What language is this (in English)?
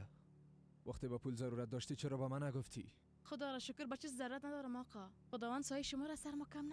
Persian